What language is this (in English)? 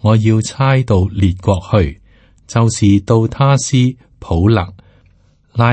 Cantonese